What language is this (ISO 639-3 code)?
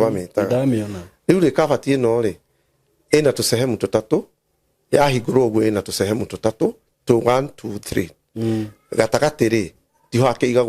kik